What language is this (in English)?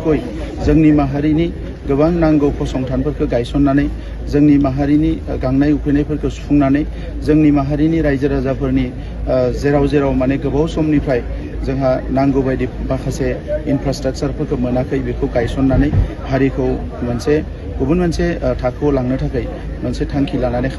Bodo